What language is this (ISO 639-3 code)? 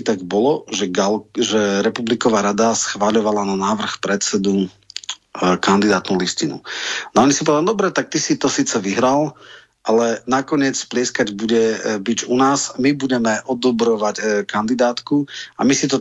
slk